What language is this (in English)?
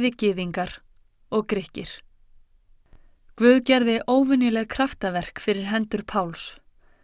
Icelandic